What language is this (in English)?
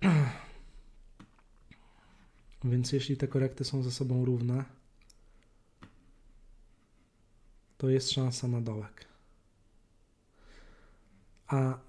Polish